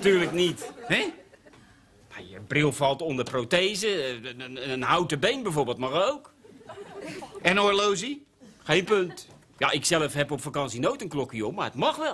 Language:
Dutch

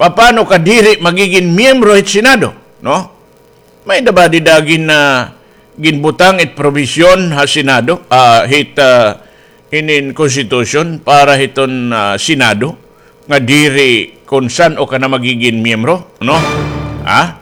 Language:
Waray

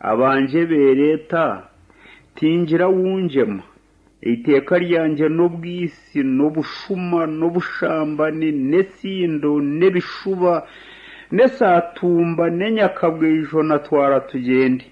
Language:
Nyankole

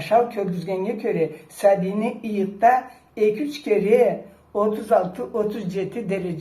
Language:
Karachay-Balkar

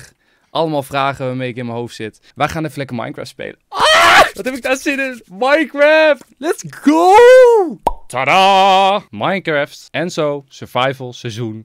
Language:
Dutch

